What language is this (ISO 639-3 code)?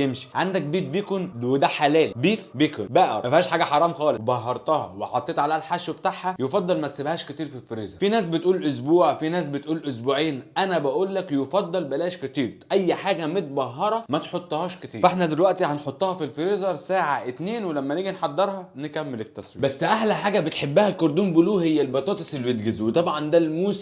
arz